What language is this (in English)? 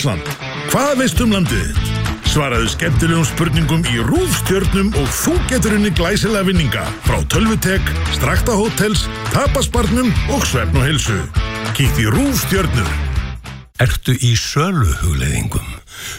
Icelandic